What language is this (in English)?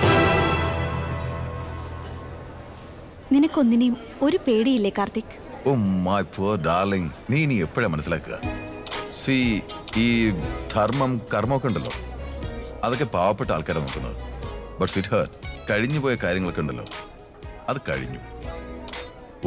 Malayalam